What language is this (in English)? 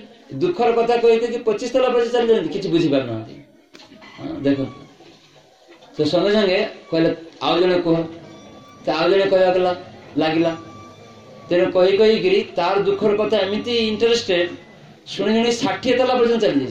Odia